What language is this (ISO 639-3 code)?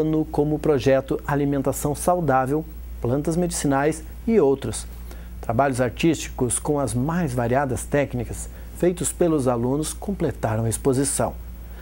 por